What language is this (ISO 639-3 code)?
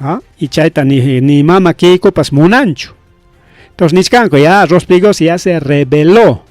quy